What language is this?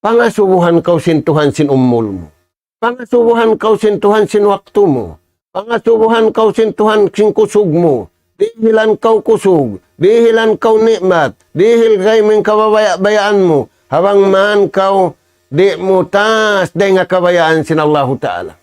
Tausug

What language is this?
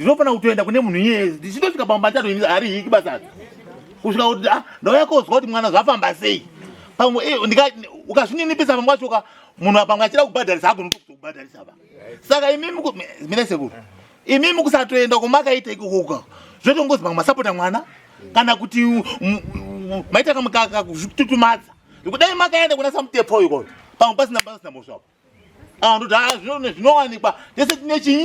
Shona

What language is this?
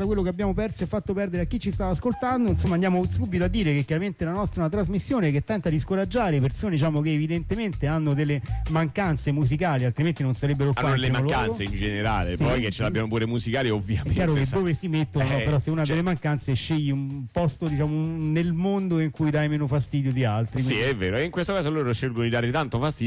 Italian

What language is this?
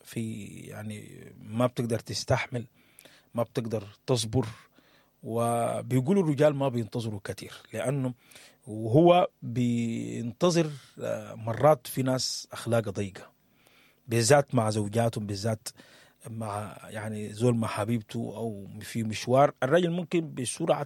Sudanese Arabic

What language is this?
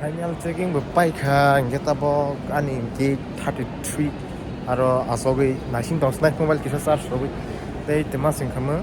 Kok Borok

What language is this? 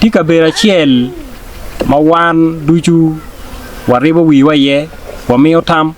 Acoli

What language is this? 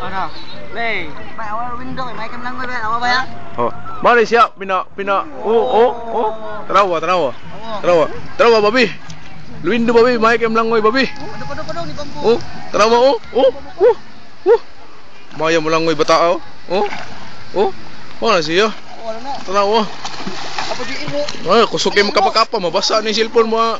Cebuano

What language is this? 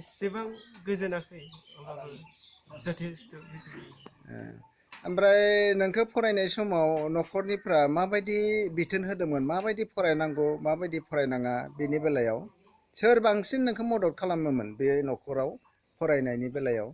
Bodo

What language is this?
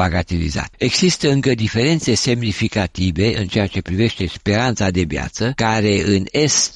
Romanian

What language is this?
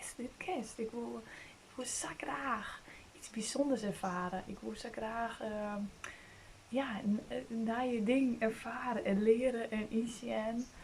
Western Frisian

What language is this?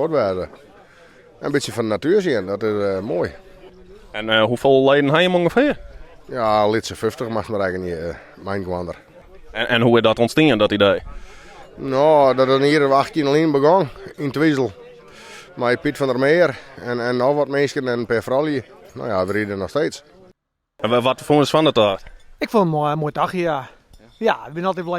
Western Frisian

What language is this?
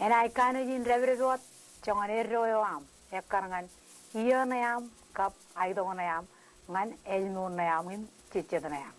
Marshallese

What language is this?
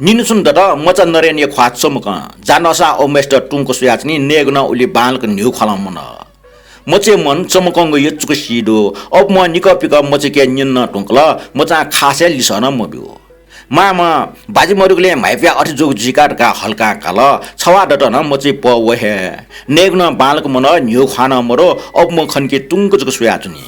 Newari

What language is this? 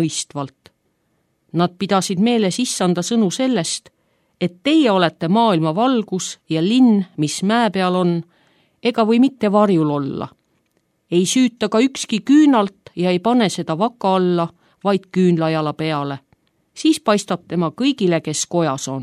Estonian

